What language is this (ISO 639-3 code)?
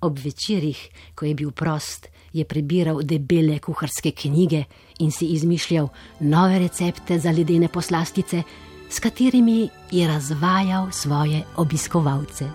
slv